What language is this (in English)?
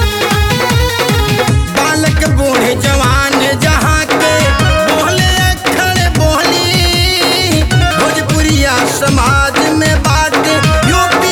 Bhojpuri